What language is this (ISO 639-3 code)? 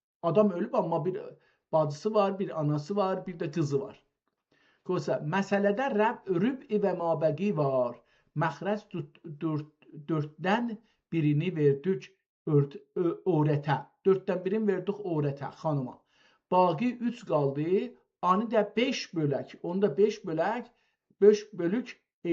azb